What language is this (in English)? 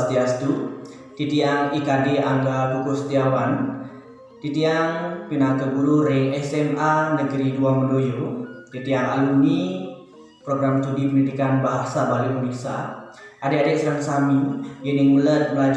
Balinese